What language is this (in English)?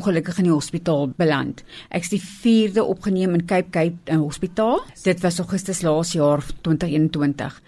Afrikaans